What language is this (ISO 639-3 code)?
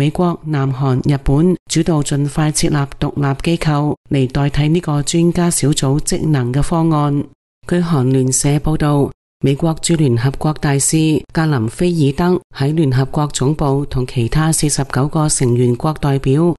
yue